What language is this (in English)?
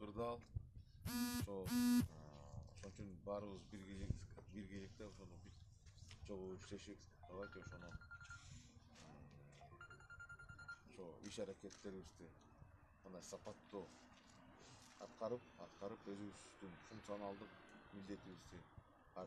Kyrgyz